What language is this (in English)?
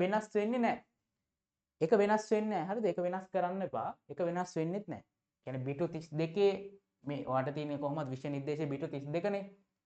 Sinhala